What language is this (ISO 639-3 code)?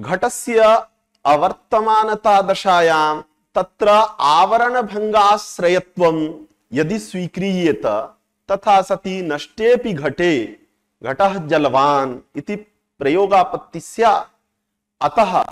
san